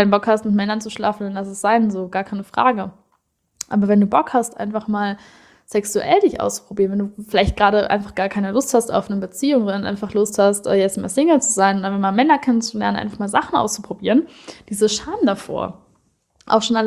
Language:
German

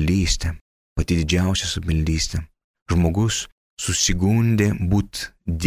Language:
Lithuanian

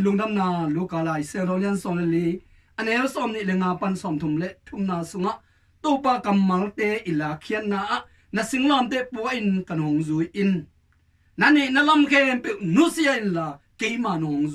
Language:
Tedim Chin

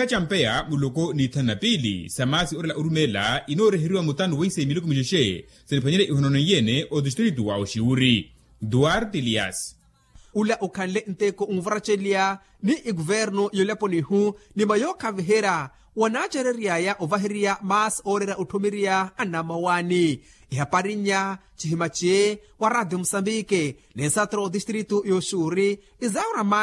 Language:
Makhuwa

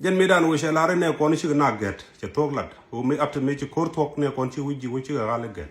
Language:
Nuer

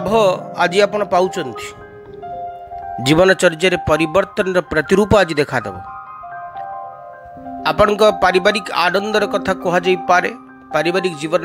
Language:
Odia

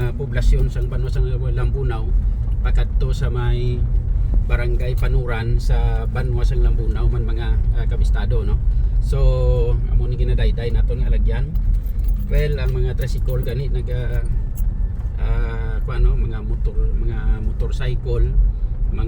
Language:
Hiligaynon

